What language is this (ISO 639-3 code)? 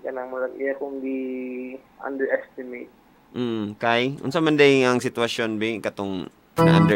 ceb